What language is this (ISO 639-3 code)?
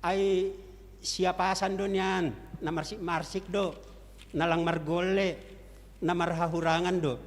bts